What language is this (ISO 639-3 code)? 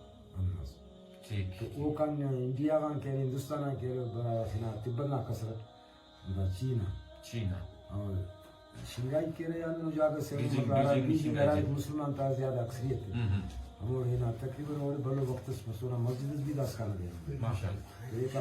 brh